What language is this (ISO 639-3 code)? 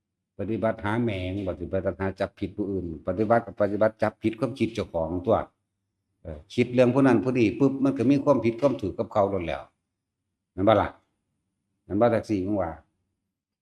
tts